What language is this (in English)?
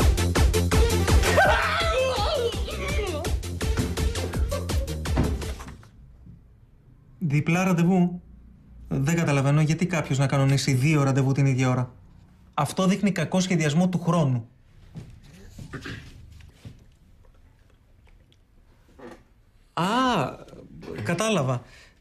Greek